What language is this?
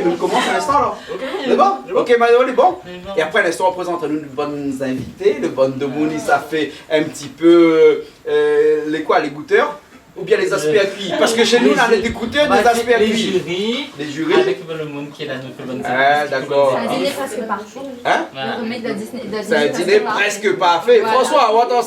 Réunion Creole French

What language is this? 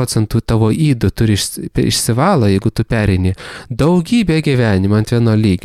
Lithuanian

